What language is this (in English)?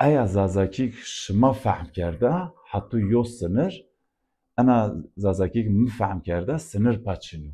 Zaza